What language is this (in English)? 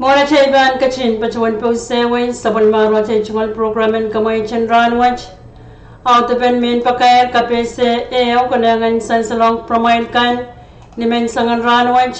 Pohnpeian